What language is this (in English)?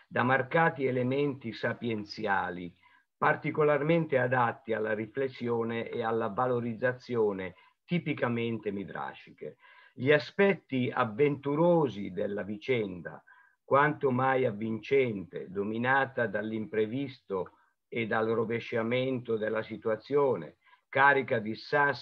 Italian